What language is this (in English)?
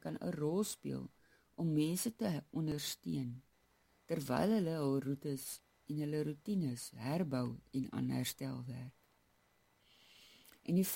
Afrikaans